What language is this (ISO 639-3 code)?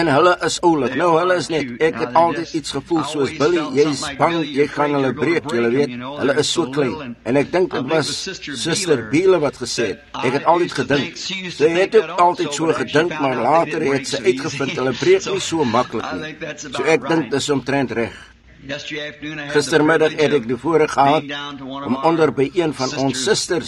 afr